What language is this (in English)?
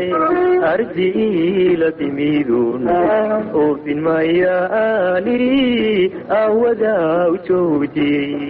Somali